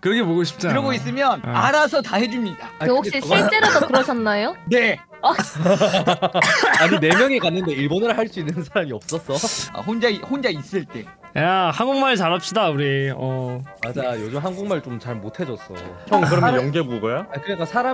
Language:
Korean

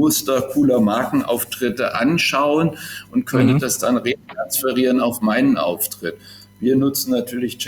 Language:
German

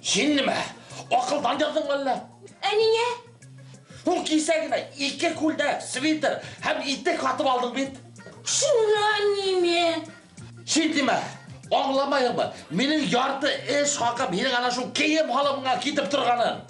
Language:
Bashkir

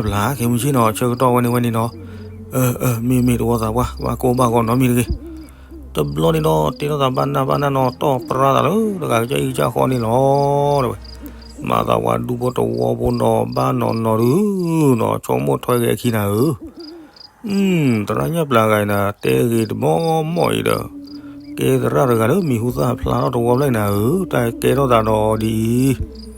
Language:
S'gaw Karen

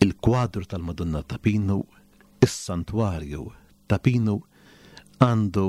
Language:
Maltese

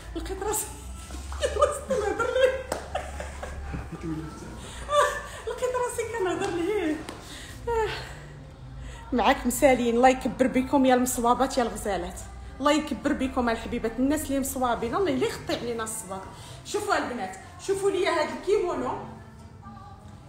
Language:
Moroccan Arabic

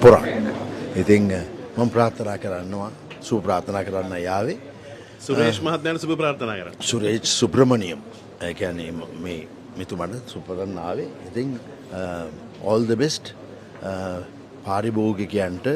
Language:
Sinhala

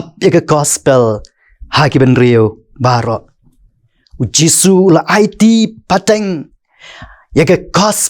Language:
Khasi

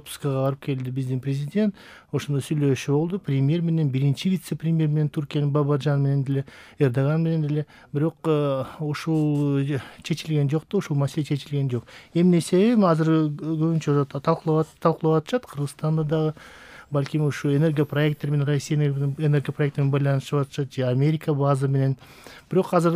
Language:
Kyrgyz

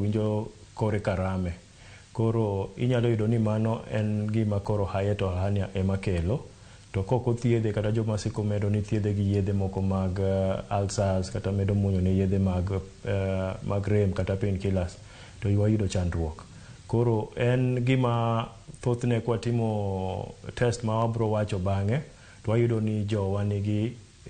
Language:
Luo (Kenya and Tanzania)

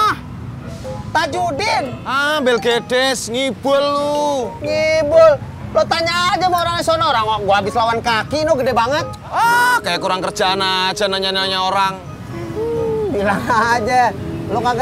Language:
Betawi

